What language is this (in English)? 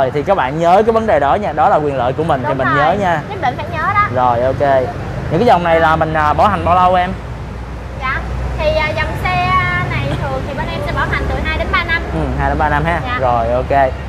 Vietnamese